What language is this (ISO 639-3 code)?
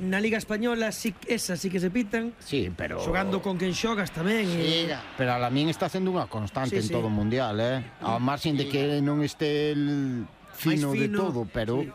glg